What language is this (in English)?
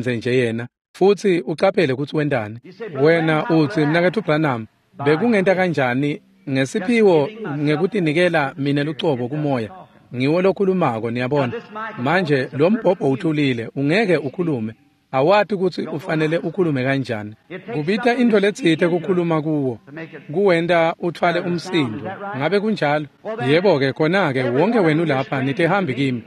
Swati